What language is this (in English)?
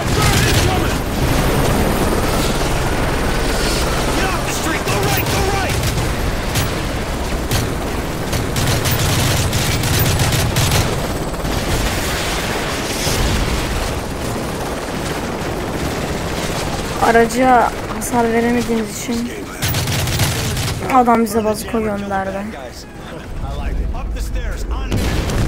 Turkish